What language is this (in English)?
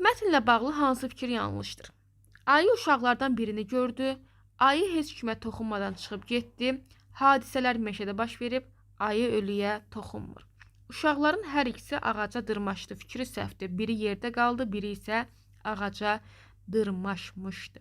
Azerbaijani